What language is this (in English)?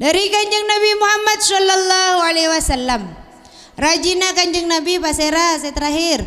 Madurese